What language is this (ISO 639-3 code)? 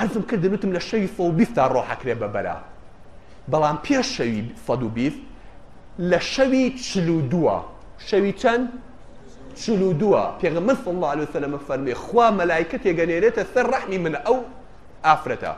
ckb